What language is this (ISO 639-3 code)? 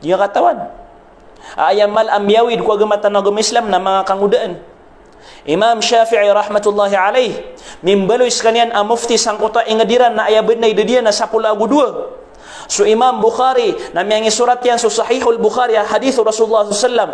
mrw